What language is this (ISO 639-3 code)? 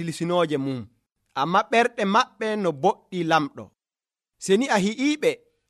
fuv